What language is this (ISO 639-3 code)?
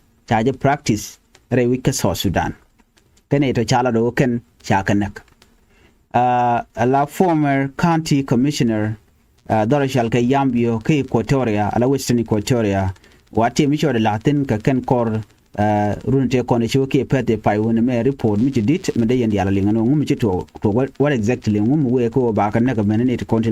nus